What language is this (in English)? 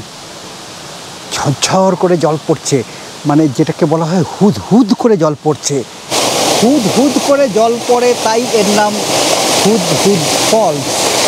Bangla